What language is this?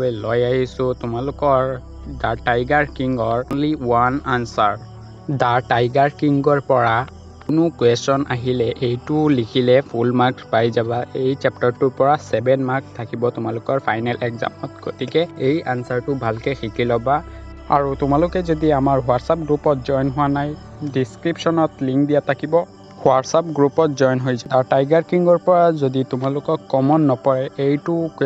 Assamese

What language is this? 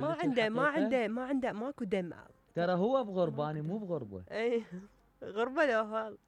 Mesopotamian Arabic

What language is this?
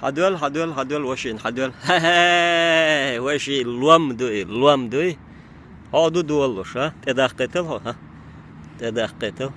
Chechen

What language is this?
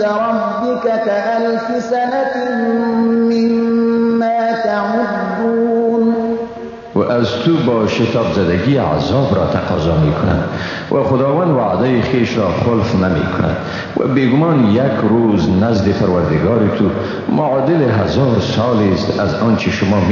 Persian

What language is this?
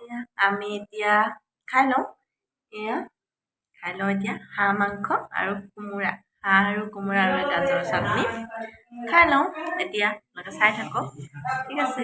Assamese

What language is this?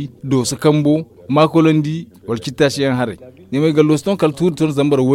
Zarma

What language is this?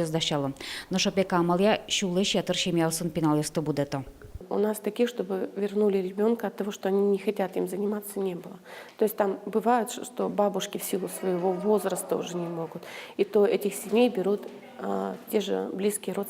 Udmurt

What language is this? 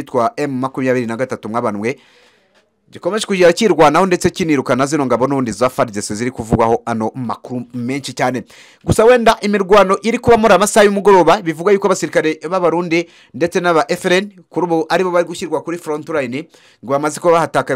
Kinyarwanda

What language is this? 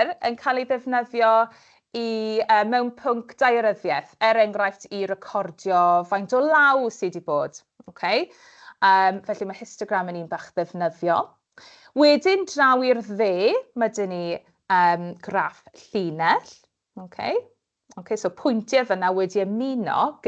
Welsh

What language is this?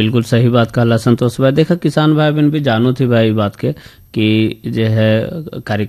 Bhojpuri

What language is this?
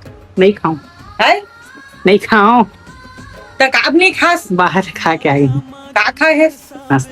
Chhattisgarhi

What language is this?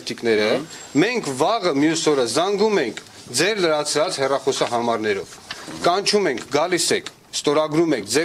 Armenian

